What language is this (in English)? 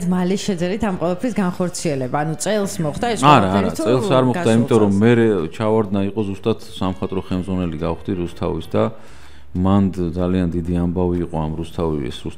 Georgian